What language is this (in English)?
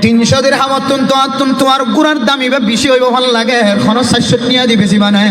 Rohingya